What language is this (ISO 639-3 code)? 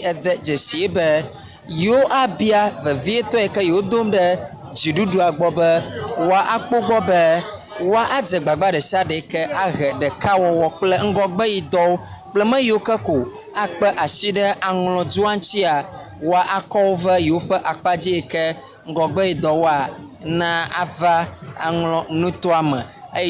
ewe